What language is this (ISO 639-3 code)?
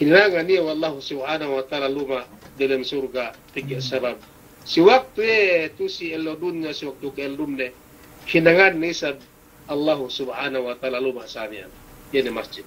yka